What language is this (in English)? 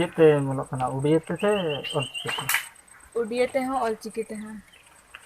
Santali